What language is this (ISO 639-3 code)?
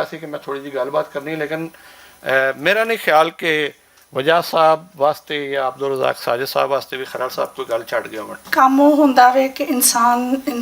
lah